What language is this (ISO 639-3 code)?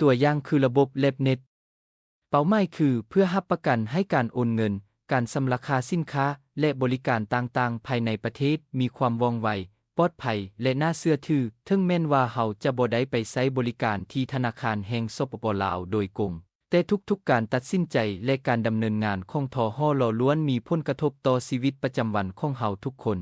lao